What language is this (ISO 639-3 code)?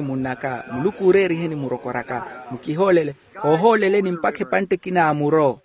vmw